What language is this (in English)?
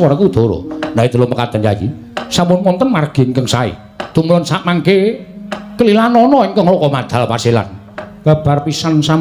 Javanese